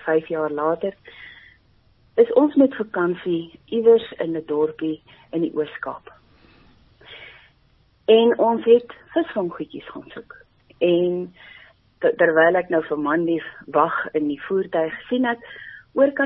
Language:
Afrikaans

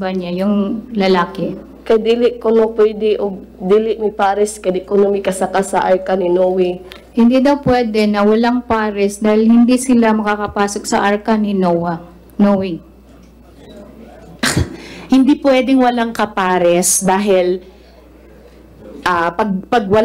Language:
Filipino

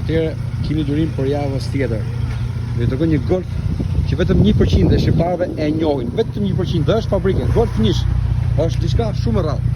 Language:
Albanian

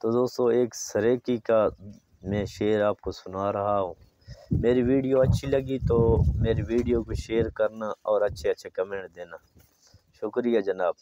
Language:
Saraiki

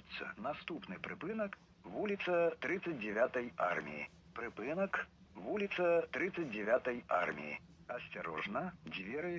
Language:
Belarusian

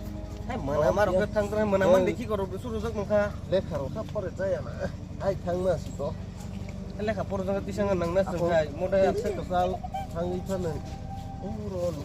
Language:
Kok Borok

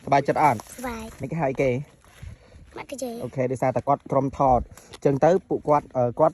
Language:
Khmer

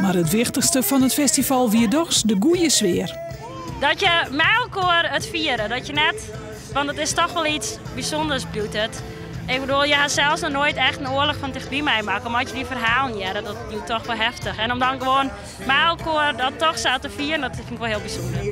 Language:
Western Frisian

